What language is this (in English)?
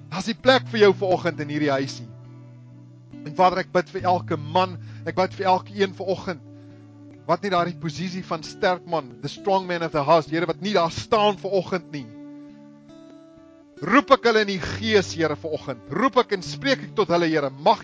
Afrikaans